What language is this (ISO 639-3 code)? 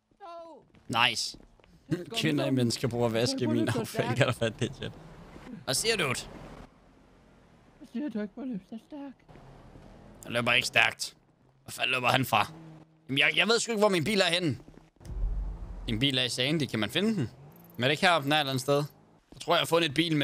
dan